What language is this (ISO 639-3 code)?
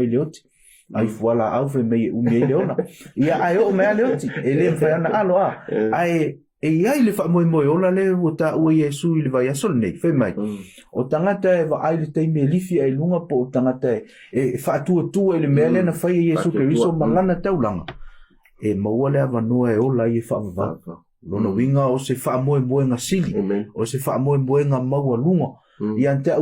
smo